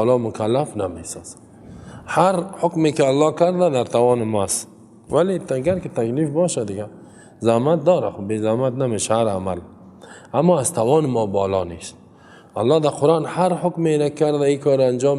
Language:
Persian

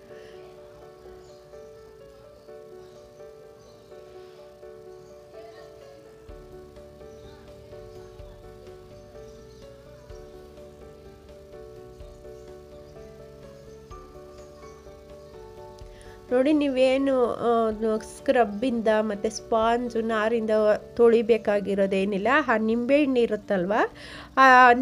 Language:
Kannada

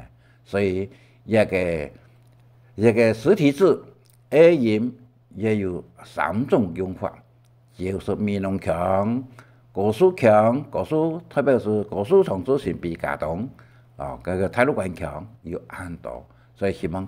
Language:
Hakka Chinese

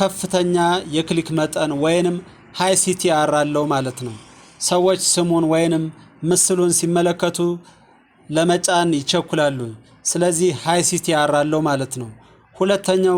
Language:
Amharic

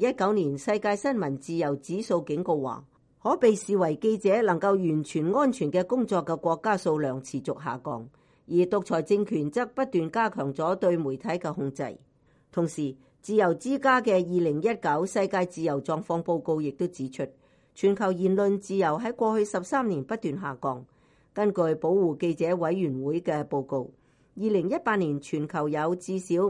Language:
Cantonese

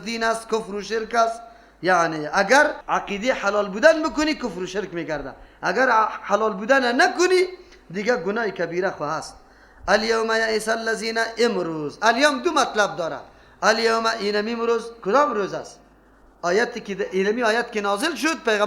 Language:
Persian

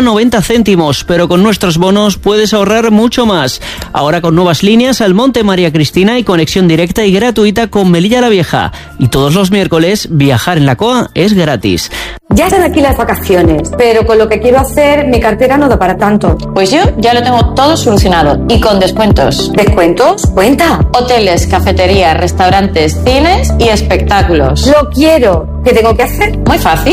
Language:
Spanish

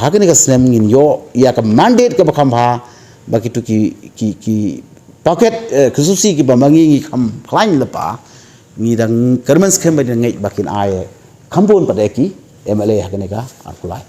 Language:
Khasi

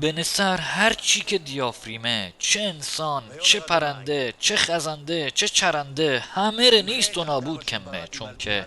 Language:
Mazanderani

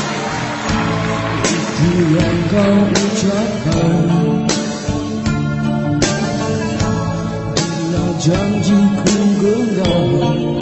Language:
Malay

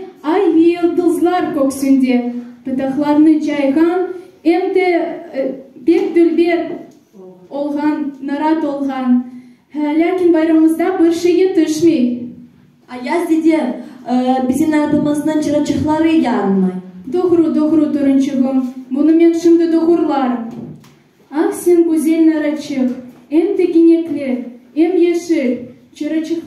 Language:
Crimean Tatar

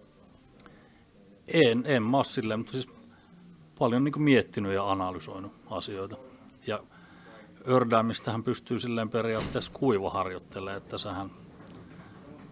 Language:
Finnish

